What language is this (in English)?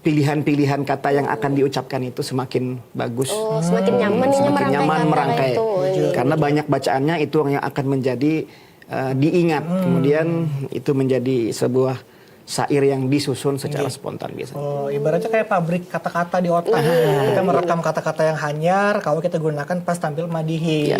Banjar